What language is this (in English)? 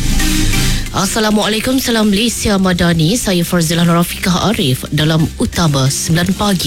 Iban